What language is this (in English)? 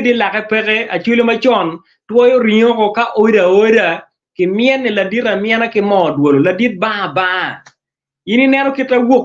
Acoli